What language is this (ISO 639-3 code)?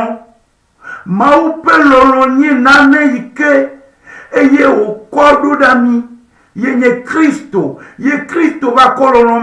ewe